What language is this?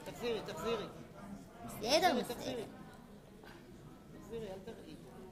Hebrew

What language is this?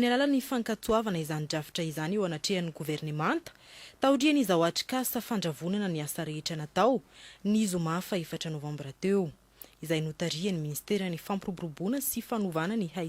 Malagasy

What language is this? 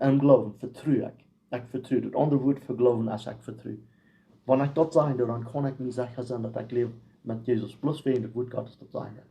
Plautdietsch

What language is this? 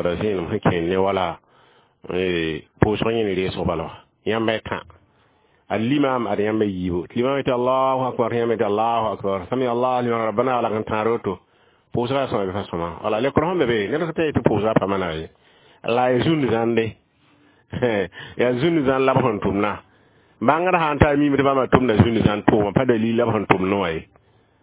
Mossi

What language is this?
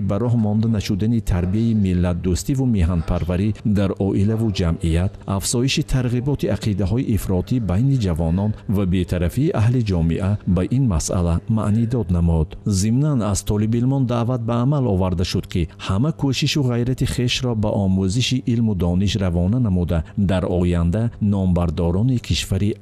Tajik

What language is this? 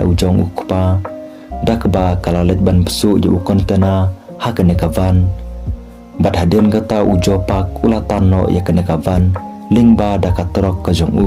Khasi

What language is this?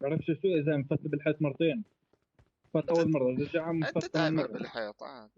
North Levantine Arabic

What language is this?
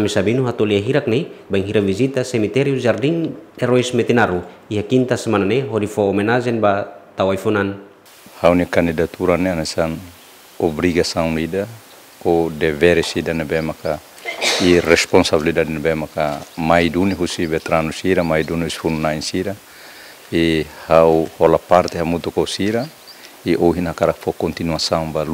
Tetum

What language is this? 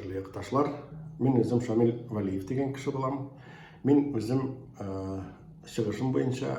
Bashkir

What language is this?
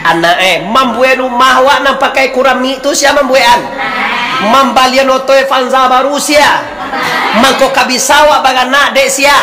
Minangkabau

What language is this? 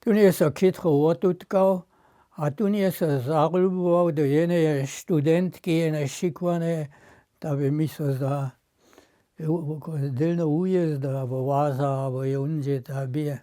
Upper Sorbian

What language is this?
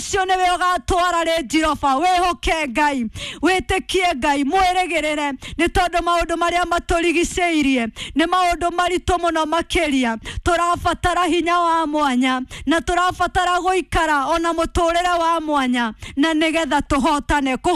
Kikuyu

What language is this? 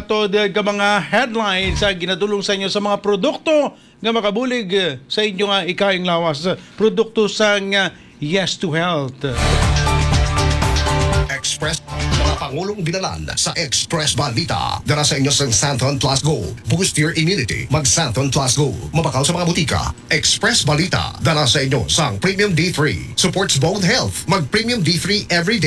Hiligaynon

